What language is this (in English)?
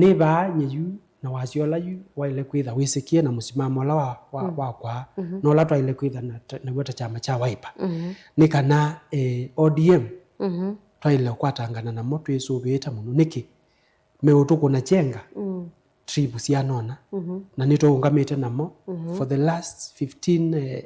Kamba